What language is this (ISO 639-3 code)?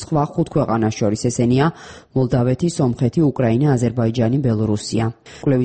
kat